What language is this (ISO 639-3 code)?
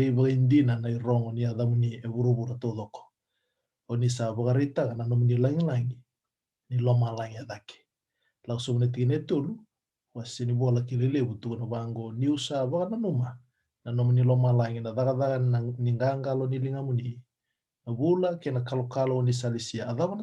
fij